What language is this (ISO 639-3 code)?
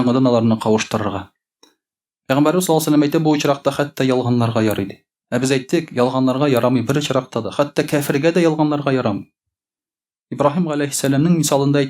tat